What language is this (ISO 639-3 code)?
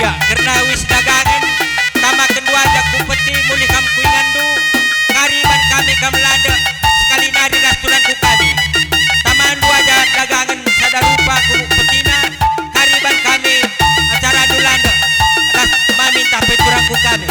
btx